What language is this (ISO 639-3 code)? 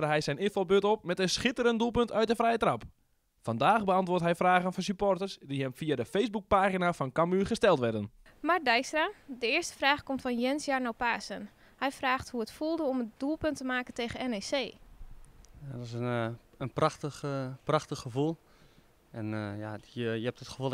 nld